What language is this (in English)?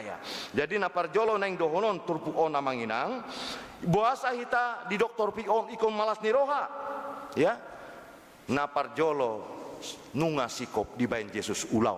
Batak Toba